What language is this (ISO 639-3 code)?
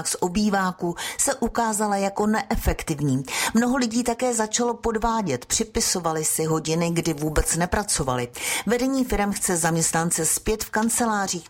ces